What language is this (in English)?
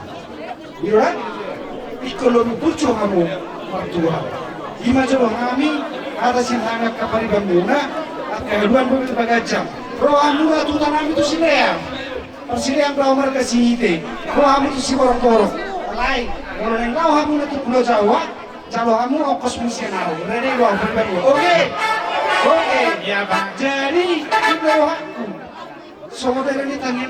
Batak Toba